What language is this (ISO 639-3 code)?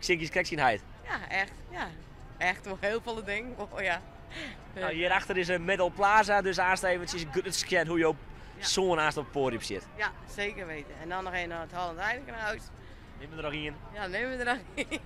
fry